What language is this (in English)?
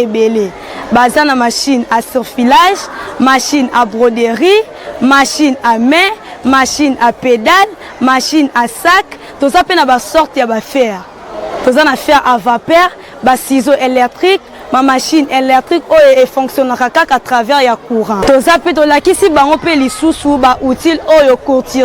Lingala